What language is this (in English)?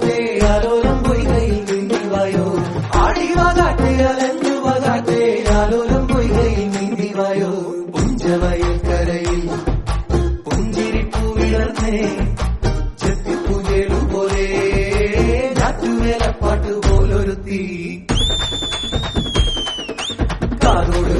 Malayalam